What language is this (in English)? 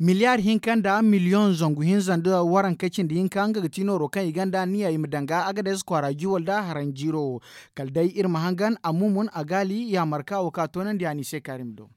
Zarma